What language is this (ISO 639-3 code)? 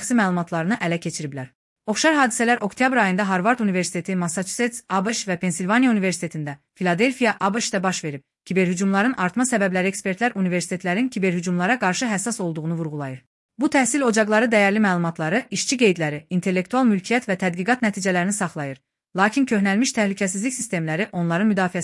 aze